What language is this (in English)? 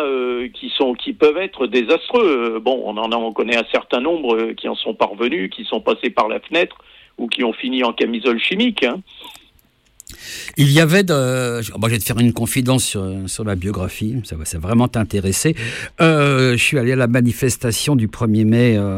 French